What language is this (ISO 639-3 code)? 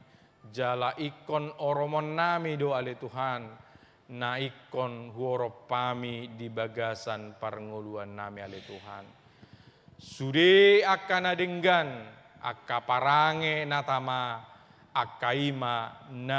bbc